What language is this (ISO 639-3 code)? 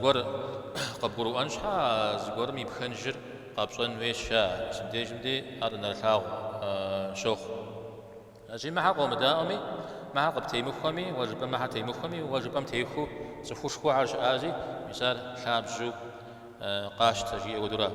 kbd